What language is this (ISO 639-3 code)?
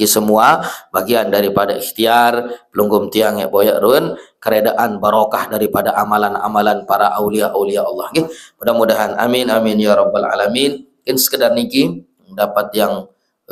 sas